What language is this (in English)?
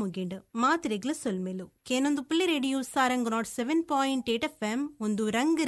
Tulu